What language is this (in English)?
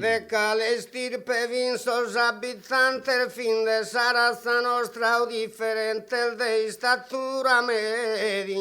Sardinian